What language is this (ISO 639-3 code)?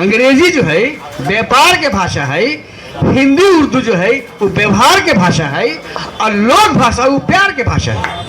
mag